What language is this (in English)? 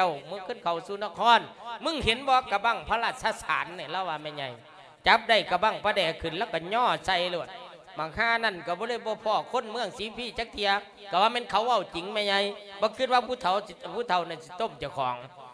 Lao